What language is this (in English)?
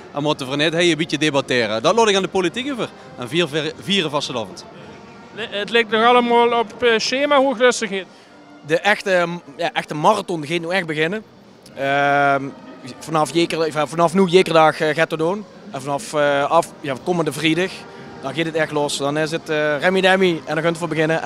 Limburgish